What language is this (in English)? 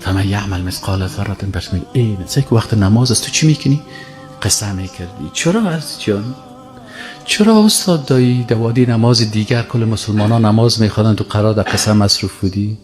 Persian